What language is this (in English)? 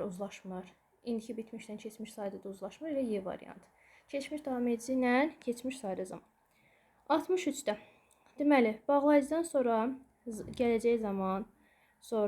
Azerbaijani